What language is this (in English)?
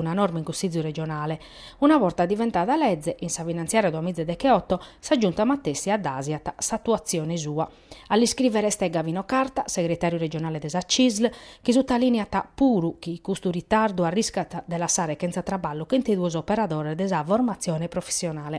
Sardinian